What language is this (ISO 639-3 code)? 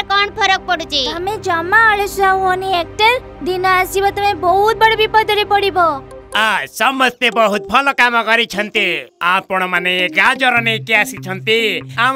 ori